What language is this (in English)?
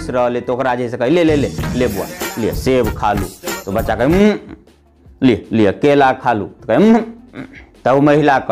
Maithili